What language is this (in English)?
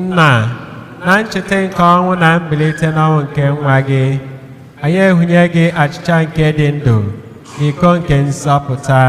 Igbo